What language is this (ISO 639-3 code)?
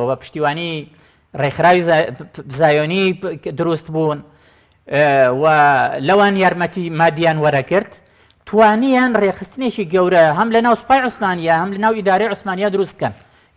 ckb